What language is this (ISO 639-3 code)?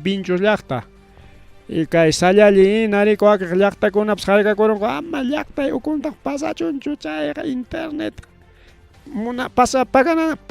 quy